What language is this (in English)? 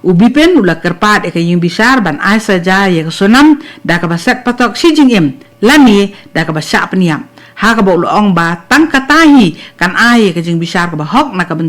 Khasi